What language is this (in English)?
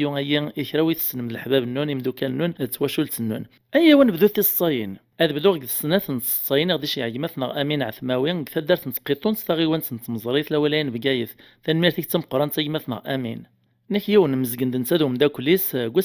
Kabyle